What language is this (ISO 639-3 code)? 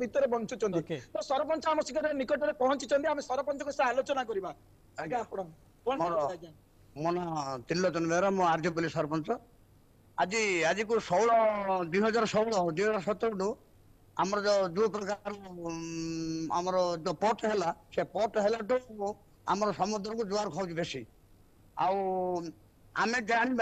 ori